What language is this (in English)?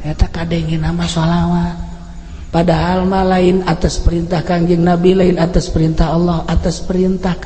Sundanese